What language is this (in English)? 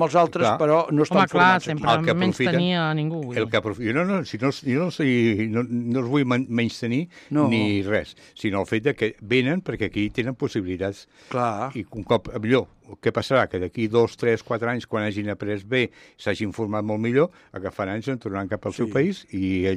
Catalan